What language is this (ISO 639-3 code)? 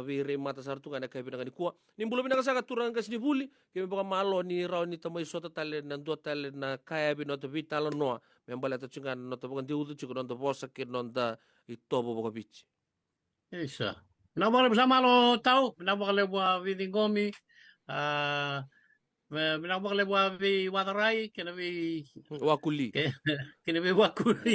fij